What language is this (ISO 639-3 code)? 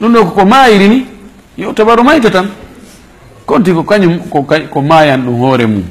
ful